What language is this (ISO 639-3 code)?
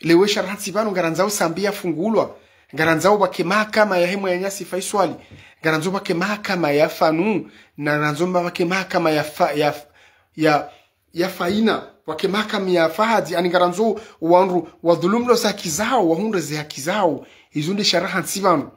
zdj